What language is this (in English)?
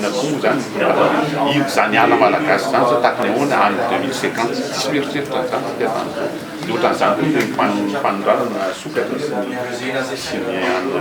Malagasy